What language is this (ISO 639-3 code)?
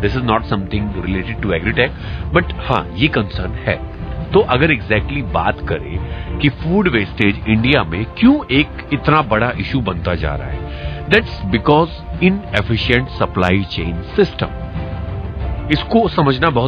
hin